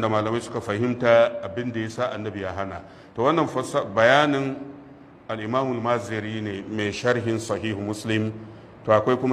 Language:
Hausa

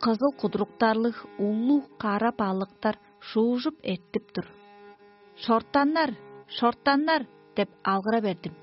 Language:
Tuvinian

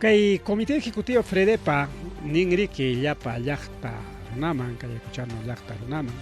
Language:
Ayacucho Quechua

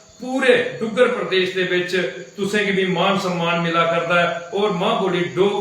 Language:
Dogri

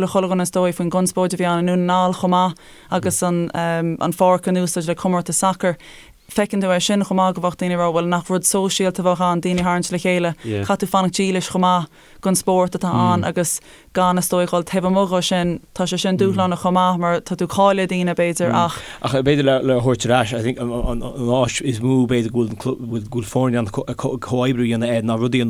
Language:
Irish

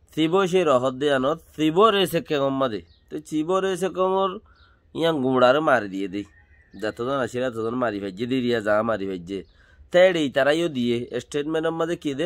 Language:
Rohingya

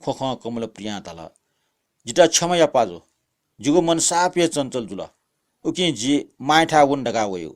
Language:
Newari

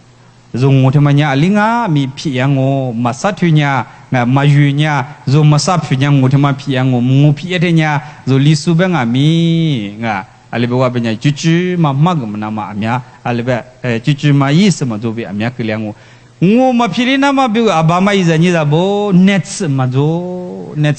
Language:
Lisu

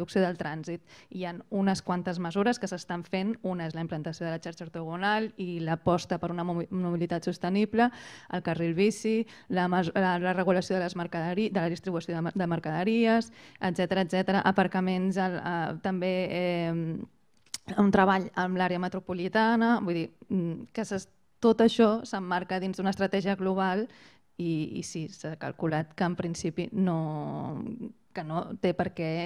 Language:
Catalan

